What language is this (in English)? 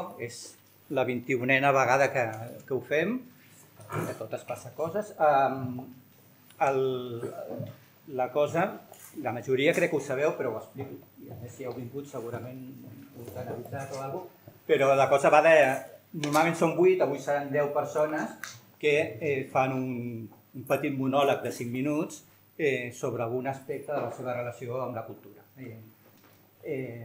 Catalan